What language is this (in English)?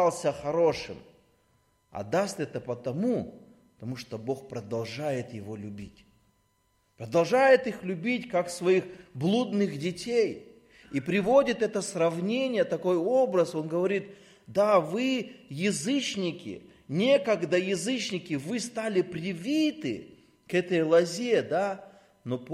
Russian